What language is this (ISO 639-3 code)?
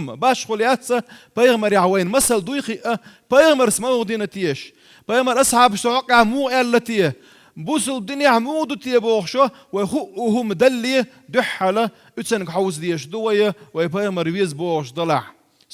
che